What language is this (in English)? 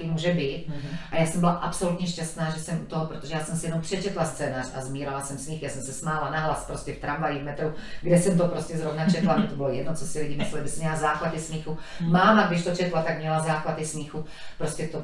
Czech